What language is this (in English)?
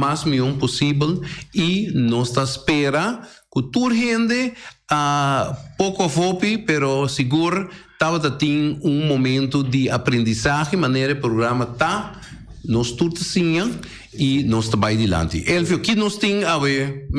Papiamento